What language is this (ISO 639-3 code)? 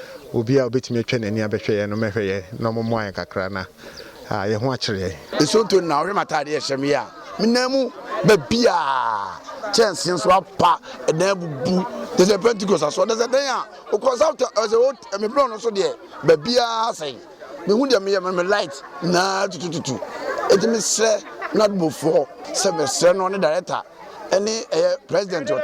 aka